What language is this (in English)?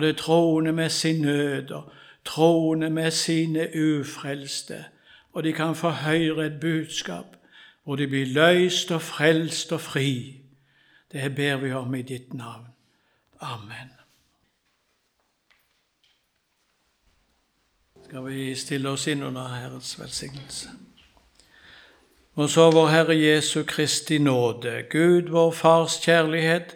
Norwegian